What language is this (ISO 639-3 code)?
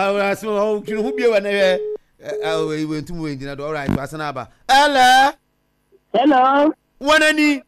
aka